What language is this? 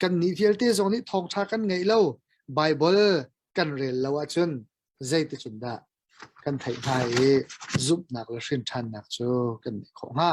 Hakha Chin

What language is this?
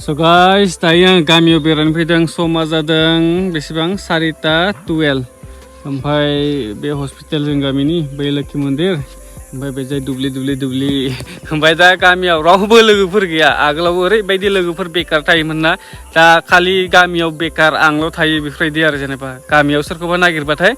Bodo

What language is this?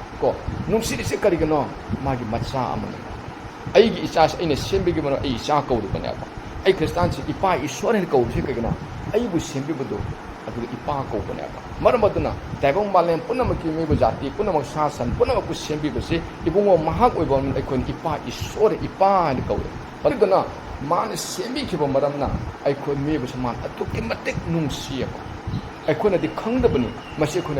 Manipuri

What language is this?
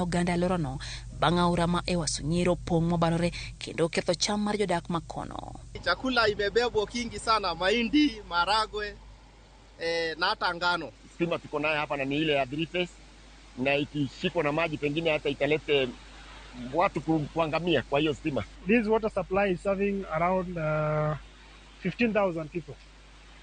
Luo (Kenya and Tanzania)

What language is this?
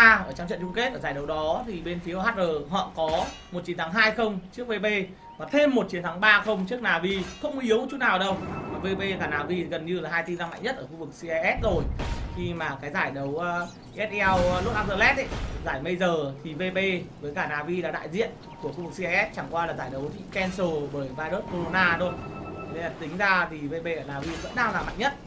Vietnamese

